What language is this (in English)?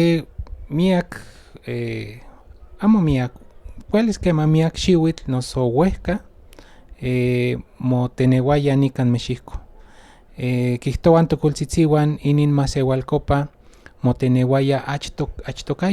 Central Nahuatl